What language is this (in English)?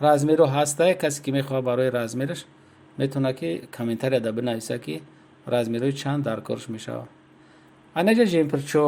Tajik